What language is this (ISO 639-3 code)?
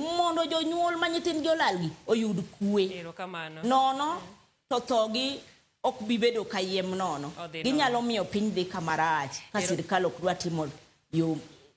luo